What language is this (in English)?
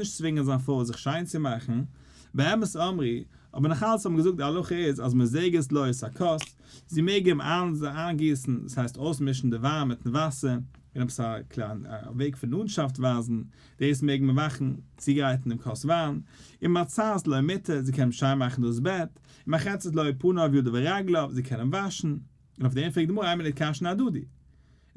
Yiddish